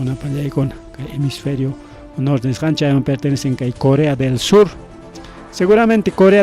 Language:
Ayacucho Quechua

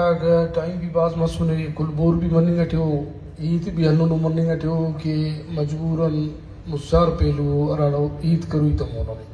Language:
Brahui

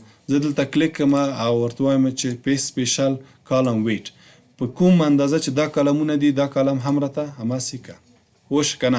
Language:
Pashto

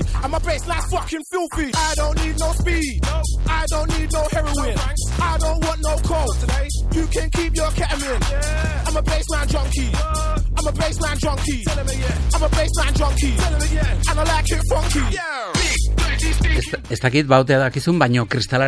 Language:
Basque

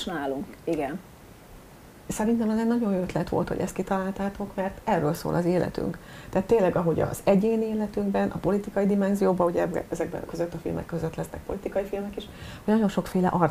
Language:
Hungarian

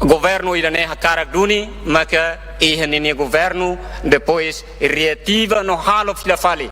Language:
Tetum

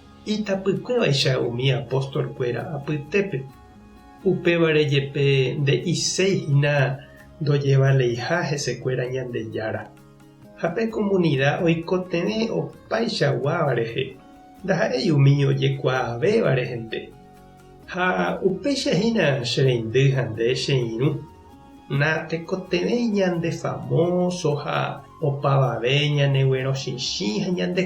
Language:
Guarani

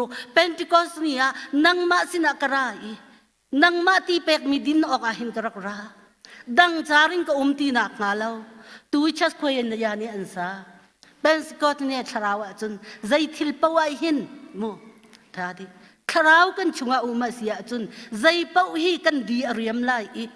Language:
Hakha Chin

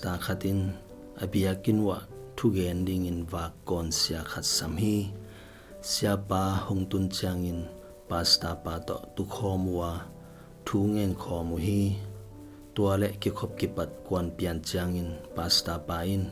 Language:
Tedim Chin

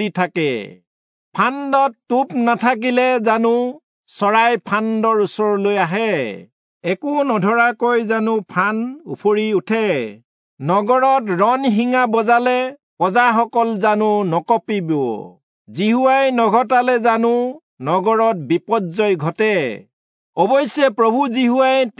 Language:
Assamese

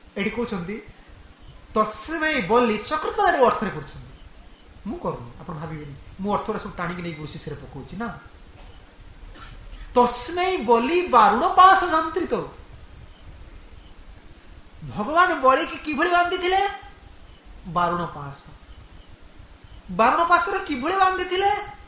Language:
Odia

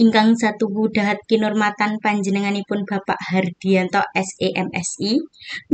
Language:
Javanese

